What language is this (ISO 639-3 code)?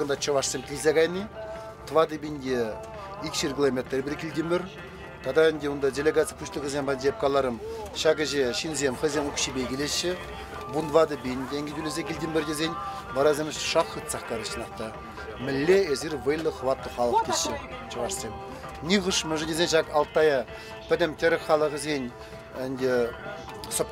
chv